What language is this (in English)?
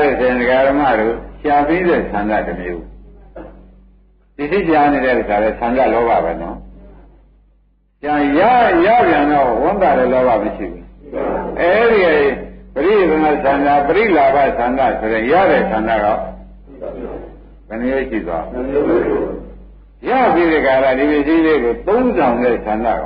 Burmese